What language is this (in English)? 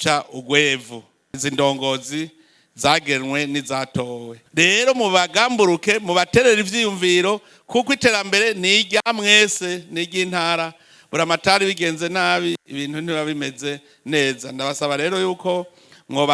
Rundi